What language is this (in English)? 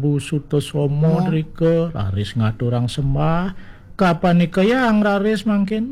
Balinese